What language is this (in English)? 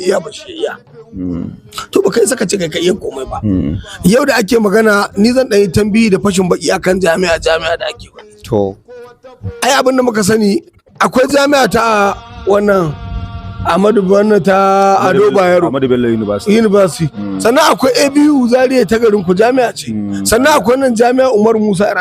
Hausa